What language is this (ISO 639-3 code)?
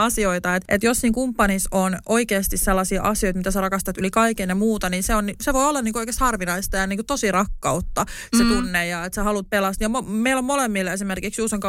fin